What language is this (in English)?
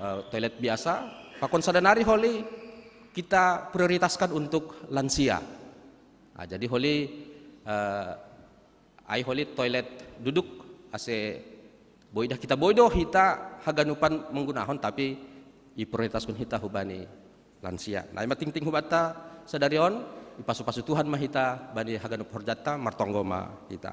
Batak Simalungun